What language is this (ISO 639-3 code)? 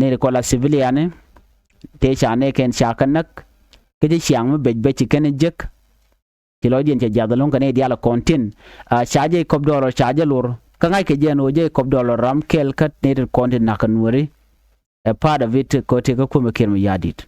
nus